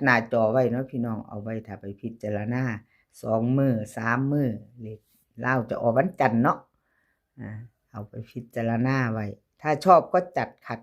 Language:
Northeastern Thai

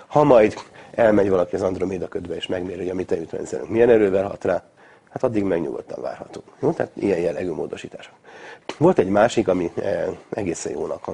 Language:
Hungarian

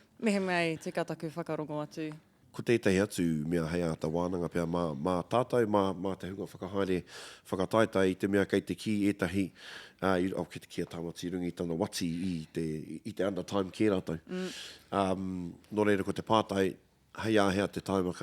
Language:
Māori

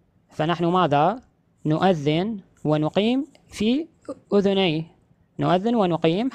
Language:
Arabic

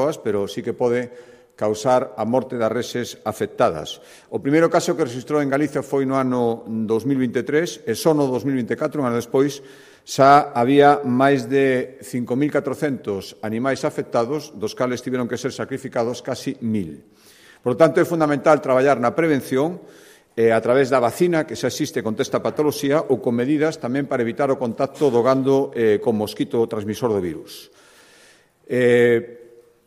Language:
Galician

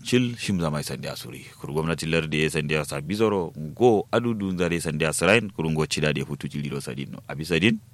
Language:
Kanuri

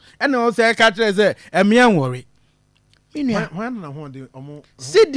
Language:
Akan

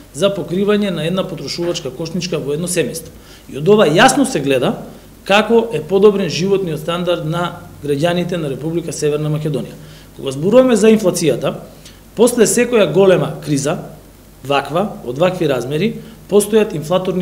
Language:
Macedonian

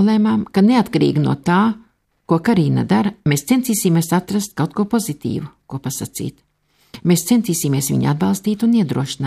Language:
Latvian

